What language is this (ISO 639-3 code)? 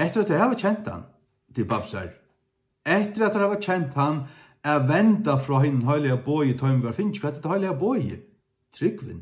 fao